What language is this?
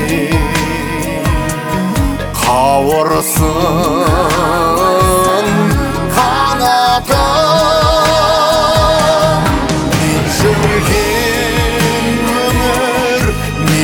Kazakh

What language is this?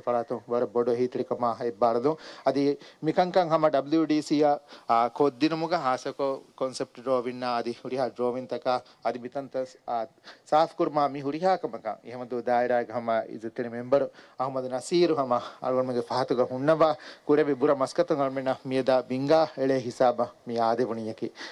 Divehi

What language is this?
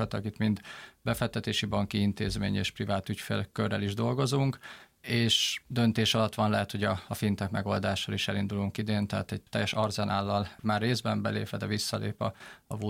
Hungarian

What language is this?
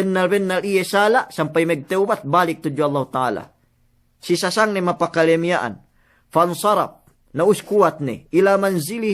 Yakan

